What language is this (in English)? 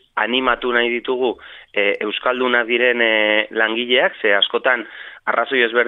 Basque